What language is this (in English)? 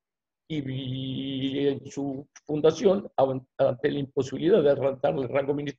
Spanish